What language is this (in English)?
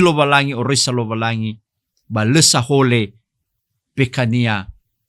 Nias